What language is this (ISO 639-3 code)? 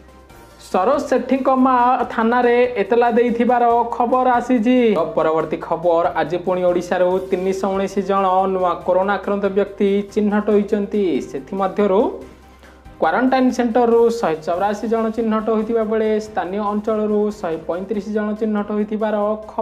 ori